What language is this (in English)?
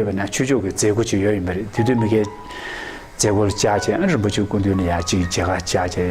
Tibetan